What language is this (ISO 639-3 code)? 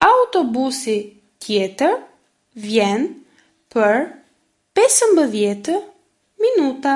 sqi